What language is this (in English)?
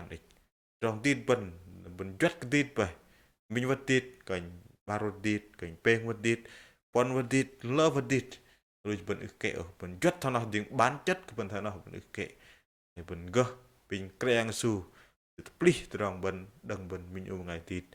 Bahnar